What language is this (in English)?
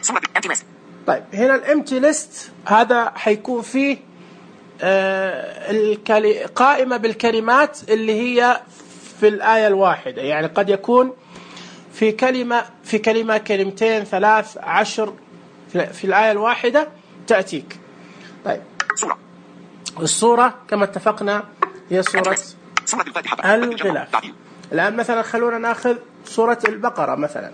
Najdi Arabic